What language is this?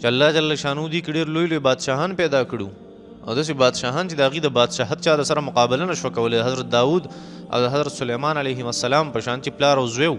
Pashto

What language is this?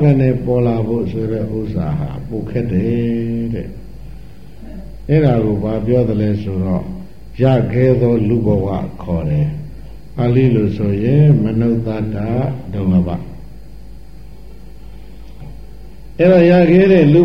Burmese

